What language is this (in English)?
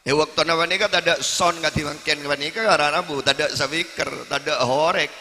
Madurese